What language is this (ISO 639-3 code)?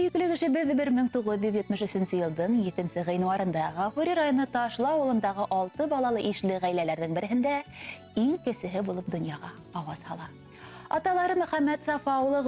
bak